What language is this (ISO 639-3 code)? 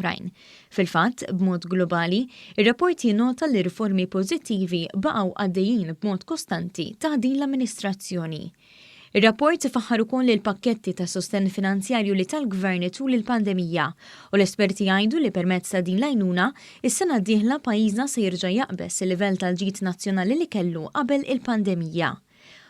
mlt